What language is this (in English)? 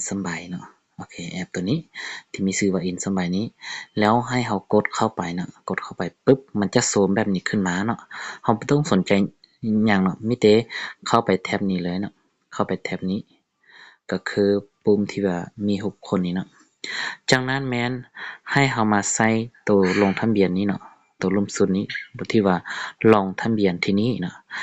Lao